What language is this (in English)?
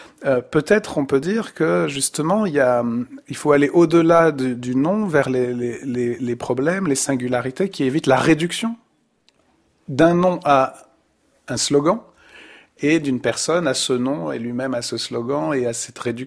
French